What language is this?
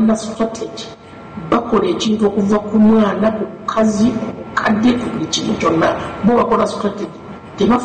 Ganda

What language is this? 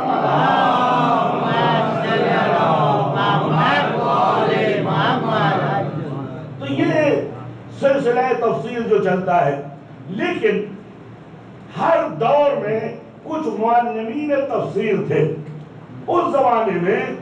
Urdu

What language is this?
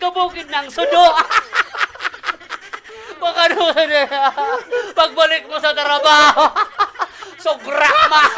Bikol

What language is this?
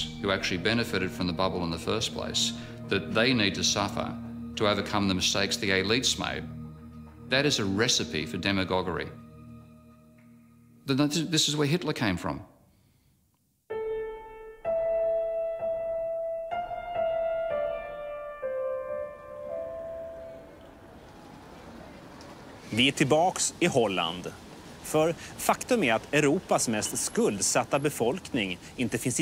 Swedish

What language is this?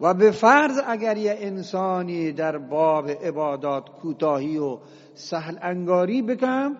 Eastern Balochi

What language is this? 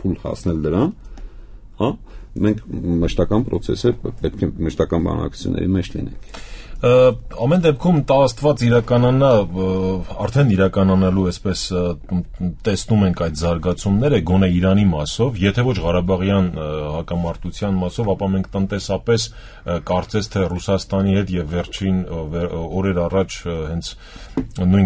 Armenian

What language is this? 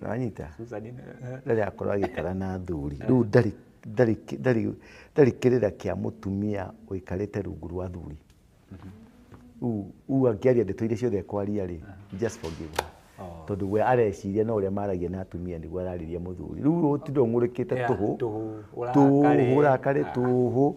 Kikuyu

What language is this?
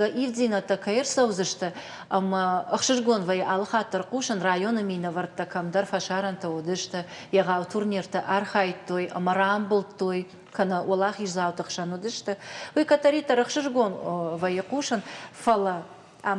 Ossetic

